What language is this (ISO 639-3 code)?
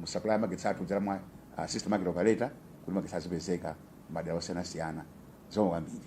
nya